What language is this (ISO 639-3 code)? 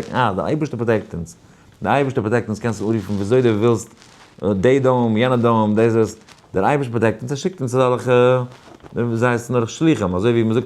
yid